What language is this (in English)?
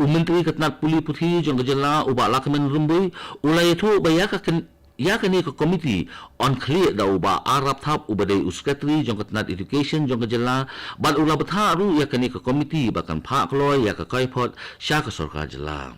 Khasi